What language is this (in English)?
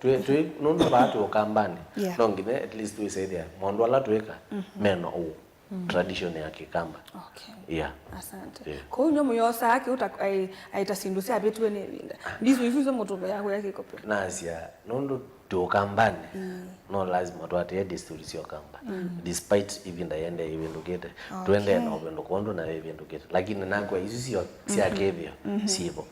Kamba